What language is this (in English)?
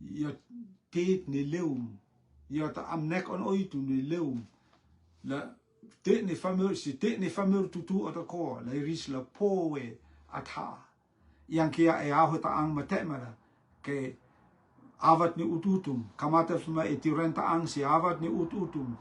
Rotuman